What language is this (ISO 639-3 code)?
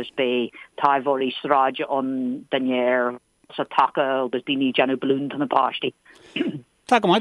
gle